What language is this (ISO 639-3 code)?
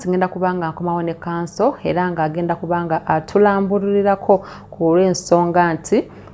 lug